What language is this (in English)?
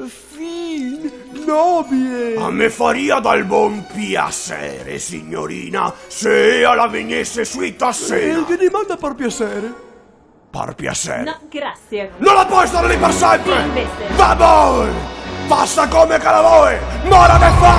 Venetian